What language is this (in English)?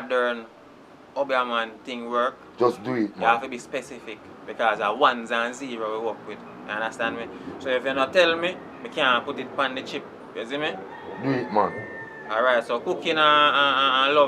Jamaican Creole English